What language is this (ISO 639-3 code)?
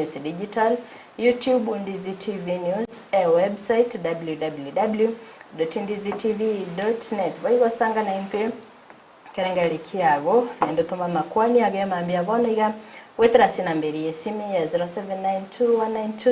guz